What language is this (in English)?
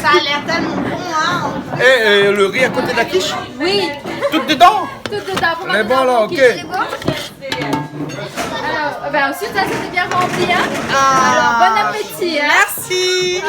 Réunion Creole French